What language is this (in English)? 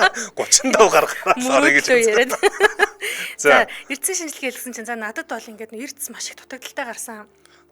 Mongolian